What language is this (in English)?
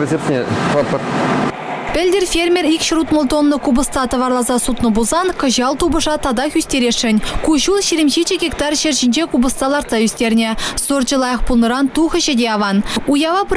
Chuvash